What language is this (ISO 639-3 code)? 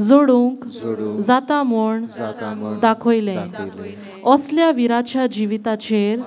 kok